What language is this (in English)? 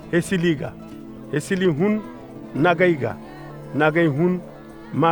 Koyraboro Senni